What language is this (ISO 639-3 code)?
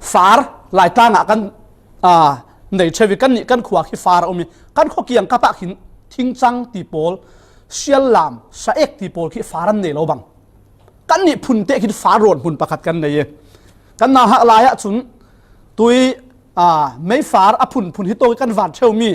cfm